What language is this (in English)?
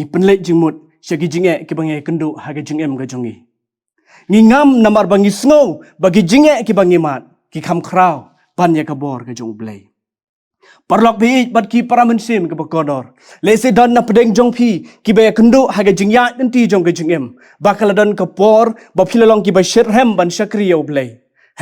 Khasi